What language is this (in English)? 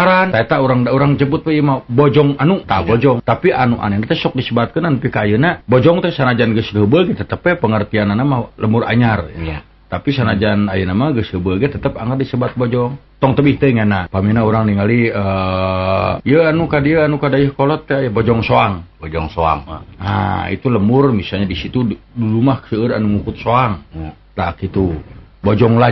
Sundanese